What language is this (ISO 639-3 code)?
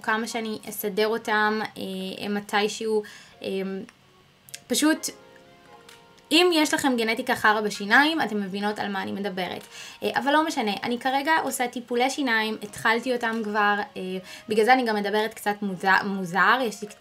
heb